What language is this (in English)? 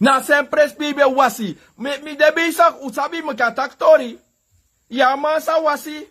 Sranan Tongo